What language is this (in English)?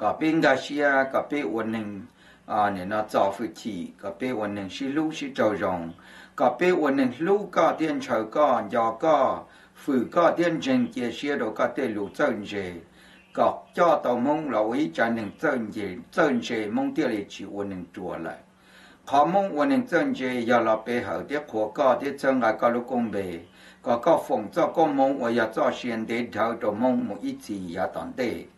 Hmong